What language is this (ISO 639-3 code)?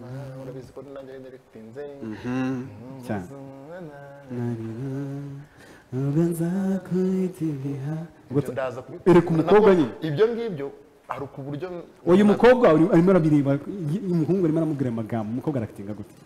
kin